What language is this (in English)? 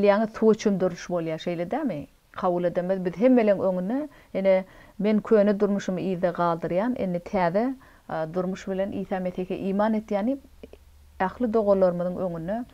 Turkmen